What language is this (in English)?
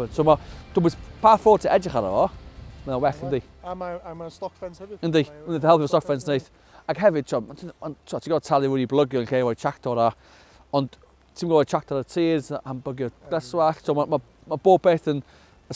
Welsh